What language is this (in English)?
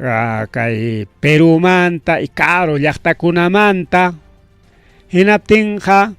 Ayacucho Quechua